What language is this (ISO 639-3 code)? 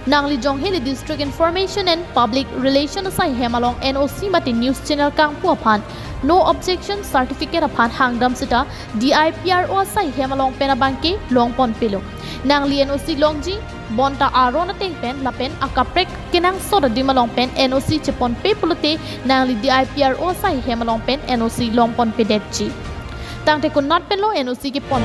mjw